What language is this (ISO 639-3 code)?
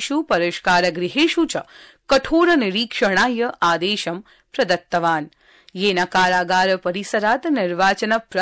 san